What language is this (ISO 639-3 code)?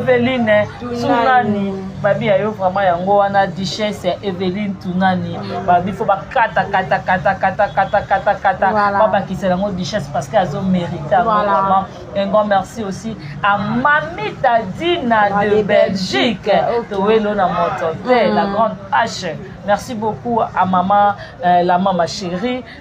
lin